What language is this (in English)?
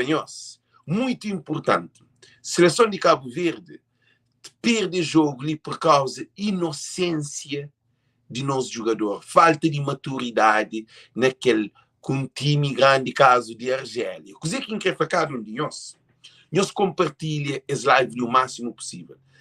Kabuverdianu